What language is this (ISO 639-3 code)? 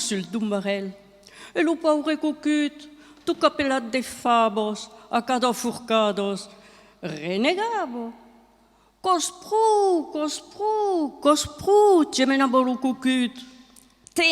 oci